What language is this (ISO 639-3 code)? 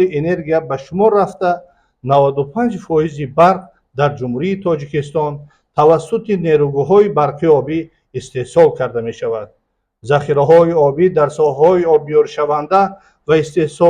tgk